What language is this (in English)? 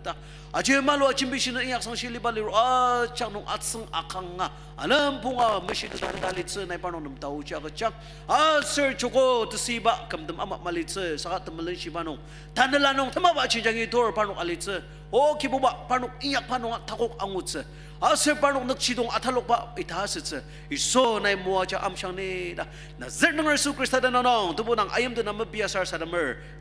Ao Naga